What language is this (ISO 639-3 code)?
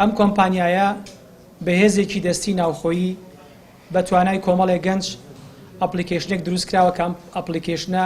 ckb